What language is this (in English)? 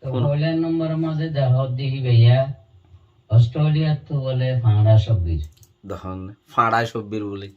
Rohingya